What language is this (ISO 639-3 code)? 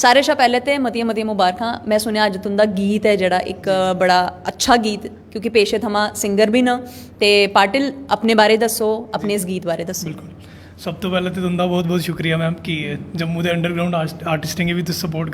doi